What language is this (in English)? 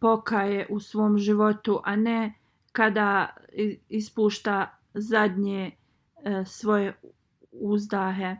Bosnian